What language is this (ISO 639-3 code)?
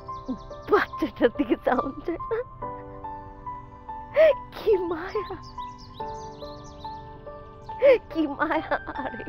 ben